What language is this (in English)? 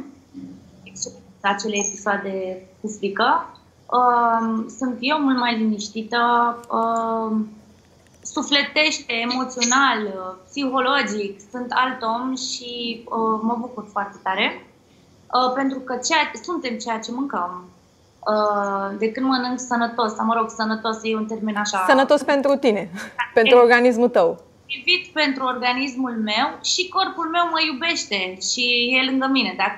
Romanian